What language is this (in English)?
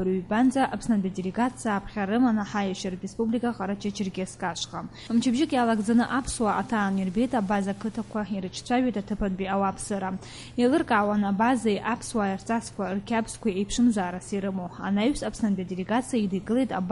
Abkhazian